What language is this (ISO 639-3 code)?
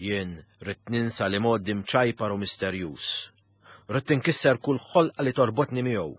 mlt